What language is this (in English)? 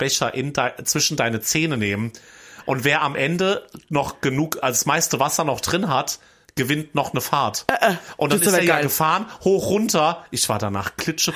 German